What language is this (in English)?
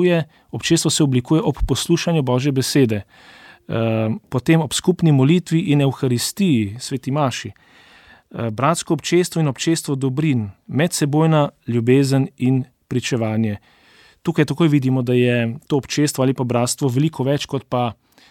Slovenian